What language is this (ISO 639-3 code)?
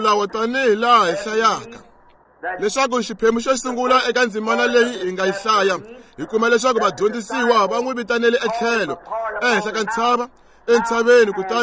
tso